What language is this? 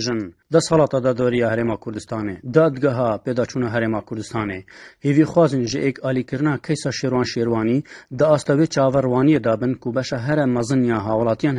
Kurdish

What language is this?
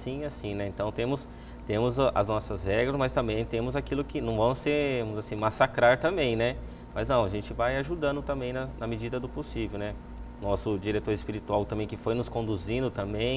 Portuguese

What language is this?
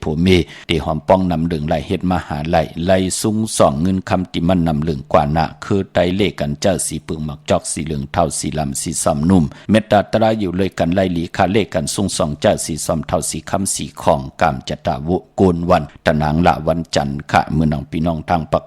Shan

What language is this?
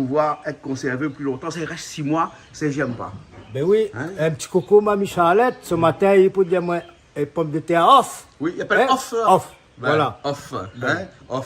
Réunion Creole French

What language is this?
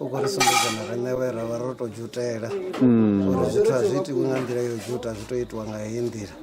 Venda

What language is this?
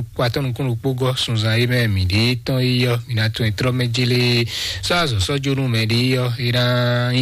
Fon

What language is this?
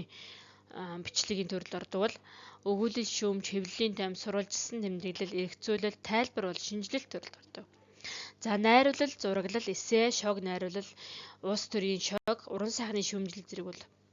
Mongolian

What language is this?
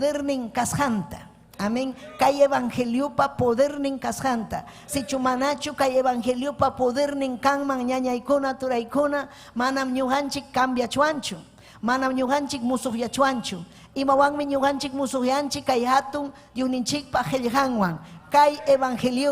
Ayacucho Quechua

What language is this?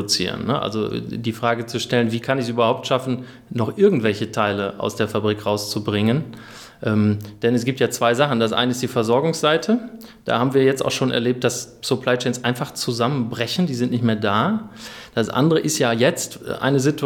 German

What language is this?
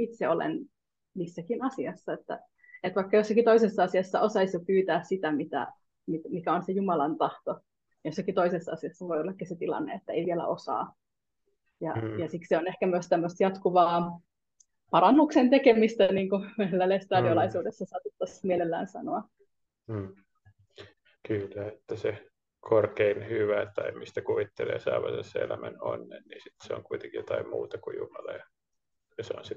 Finnish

